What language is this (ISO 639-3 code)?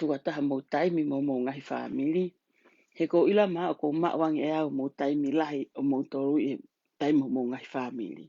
ton